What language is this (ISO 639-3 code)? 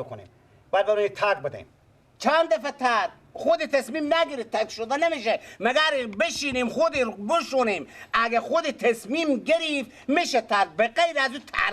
fas